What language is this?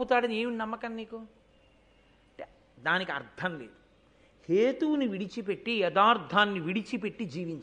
Telugu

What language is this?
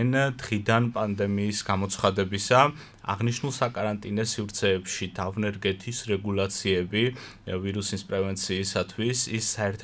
Georgian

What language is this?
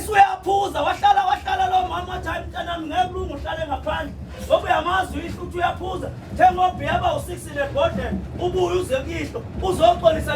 Zulu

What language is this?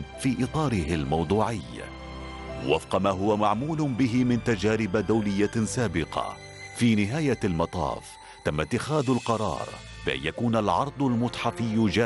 Arabic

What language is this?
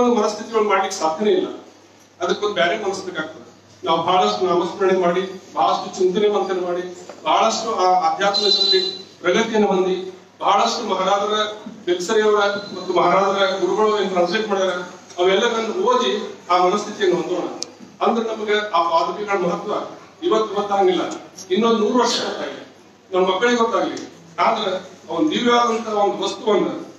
Kannada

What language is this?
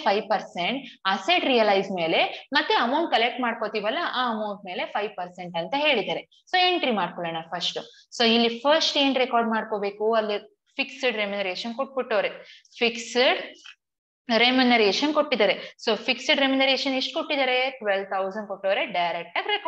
Kannada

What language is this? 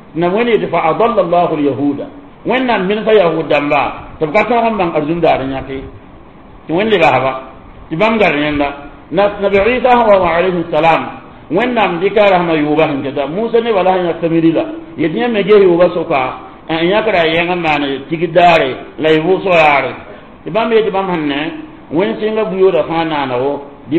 Mossi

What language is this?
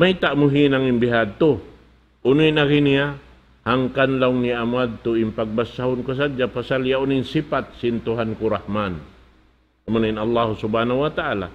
Tausug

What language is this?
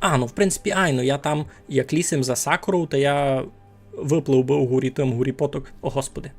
Rusyn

